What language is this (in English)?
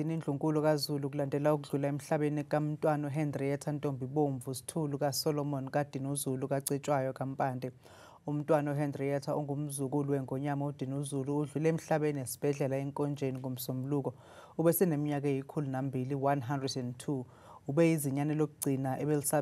Zulu